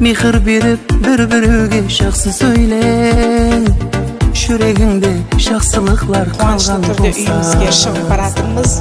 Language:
Kara-Kalpak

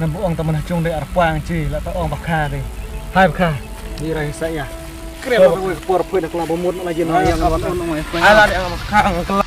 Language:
Khasi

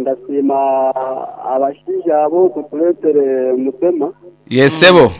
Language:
Nyankole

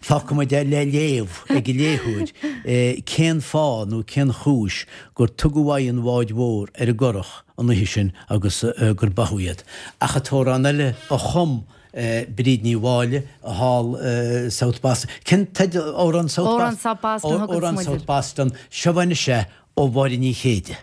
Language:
Irish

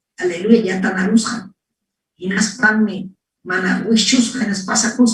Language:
Ayacucho Quechua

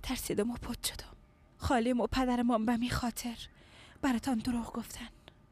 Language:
Persian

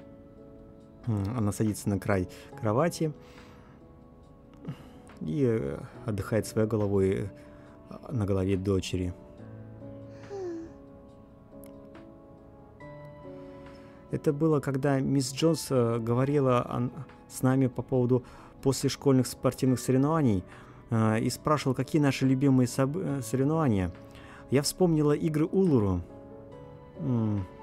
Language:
Russian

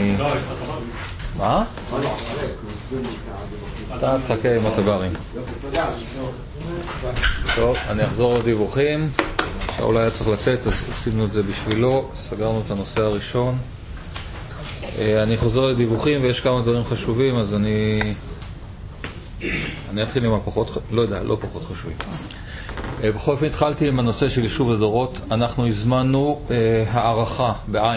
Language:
Hebrew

